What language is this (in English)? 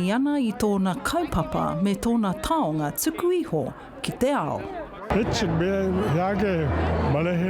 Māori